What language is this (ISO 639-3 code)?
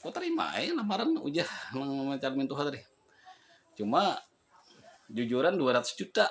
bjn